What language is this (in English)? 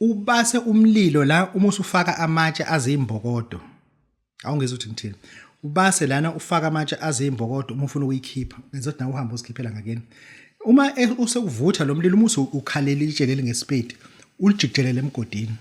Zulu